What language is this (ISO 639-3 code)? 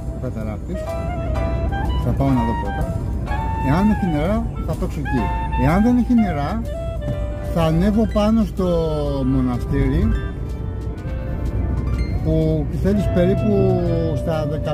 ell